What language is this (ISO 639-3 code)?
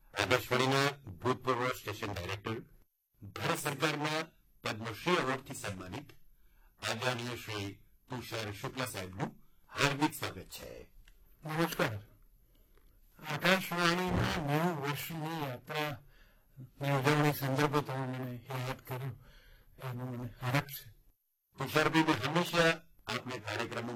guj